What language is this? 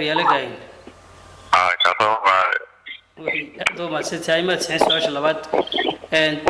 Somali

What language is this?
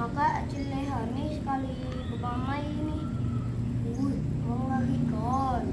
Banjar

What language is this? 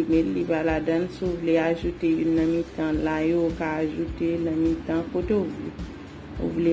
Haitian Creole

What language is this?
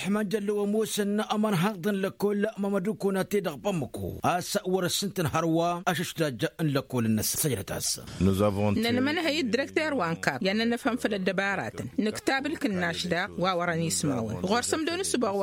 Tamasheq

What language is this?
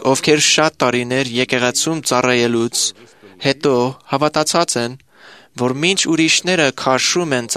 Armenian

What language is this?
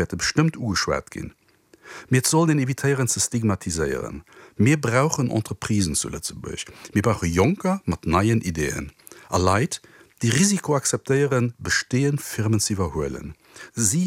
Luxembourgish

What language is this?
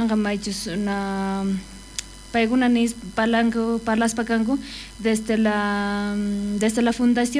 South Bolivian Quechua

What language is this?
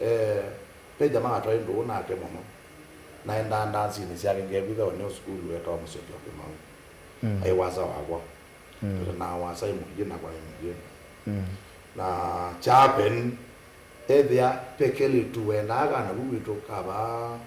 Kamba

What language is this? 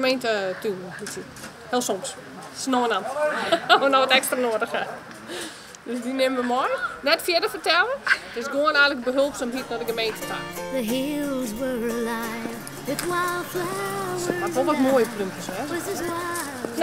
Western Frisian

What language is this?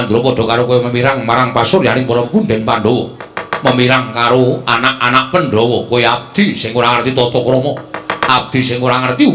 Javanese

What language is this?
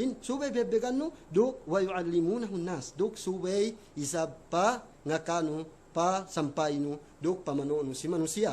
Yakan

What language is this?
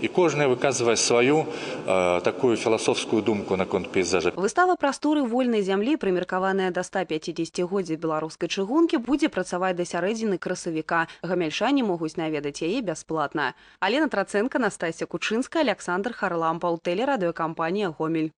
Belarusian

